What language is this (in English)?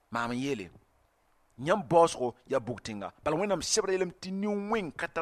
Mossi